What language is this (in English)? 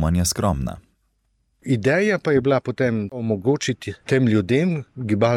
Slovenian